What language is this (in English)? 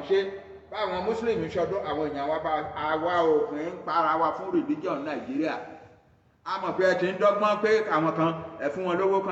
Yoruba